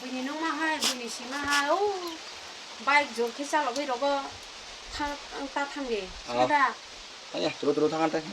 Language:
Kok Borok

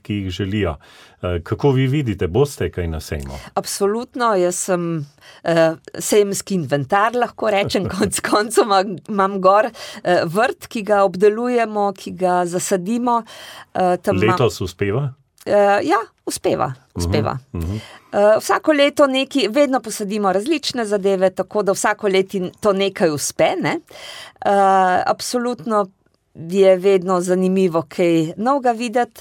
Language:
Slovenian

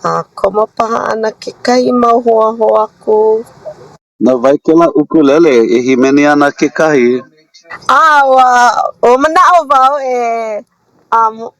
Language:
Hawaiian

